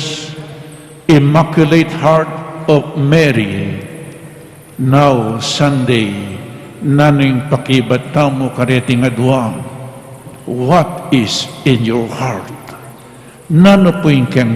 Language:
Pampanga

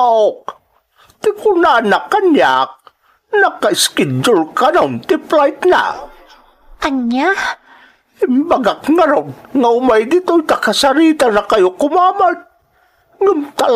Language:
Iloko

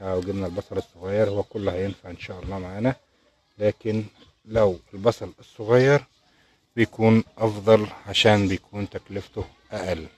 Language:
Egyptian Arabic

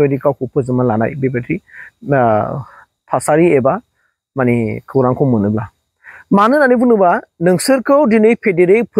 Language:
Bodo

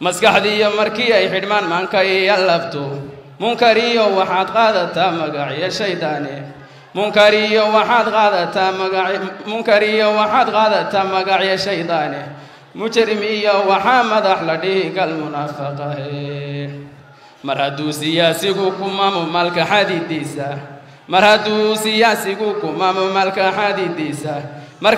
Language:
Somali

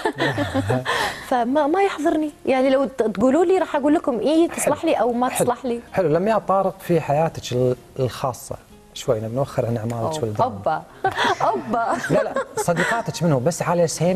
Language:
Gulf Arabic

